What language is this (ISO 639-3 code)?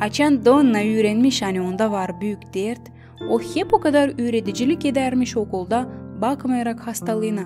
gag